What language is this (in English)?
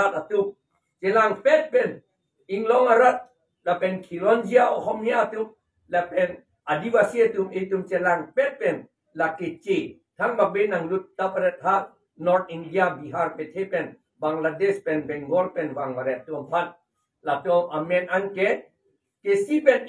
Karbi